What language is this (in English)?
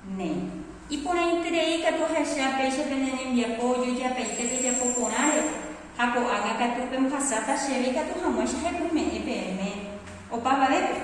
Guarani